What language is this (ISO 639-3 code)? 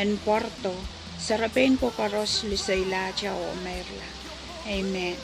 pon